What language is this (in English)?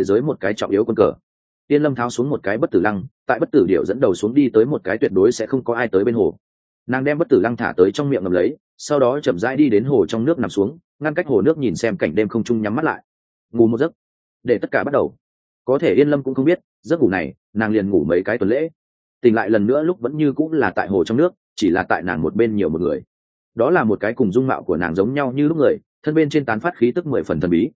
Vietnamese